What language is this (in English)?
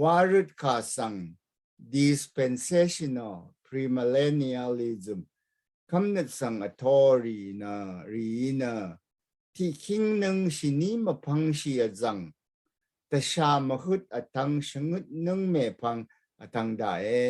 Rawang